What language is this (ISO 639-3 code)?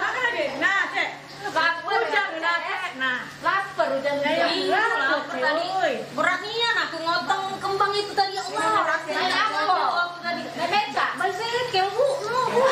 mui